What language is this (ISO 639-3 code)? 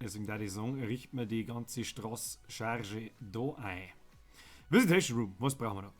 bar